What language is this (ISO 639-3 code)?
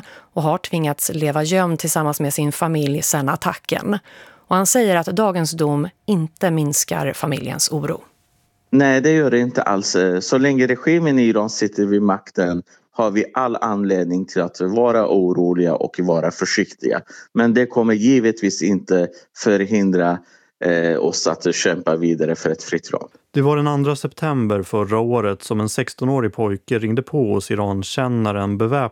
swe